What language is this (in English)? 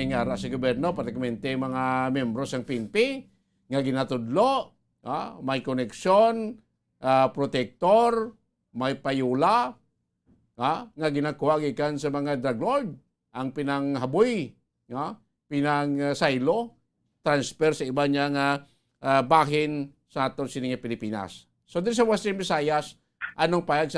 Hiligaynon